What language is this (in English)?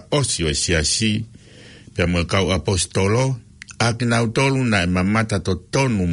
Tongan